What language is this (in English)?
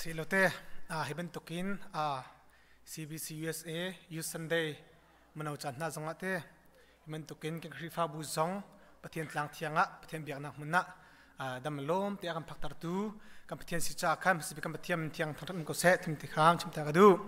Hakha Chin